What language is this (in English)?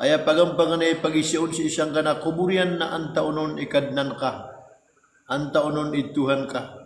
Maranao